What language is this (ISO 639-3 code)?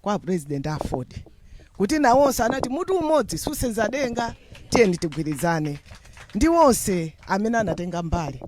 nya